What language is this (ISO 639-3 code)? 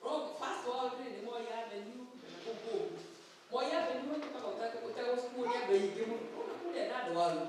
kik